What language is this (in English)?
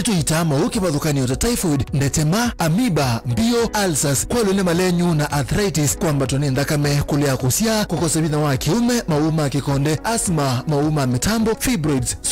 Kamba